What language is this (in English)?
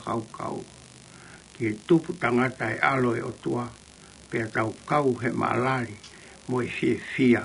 Tongan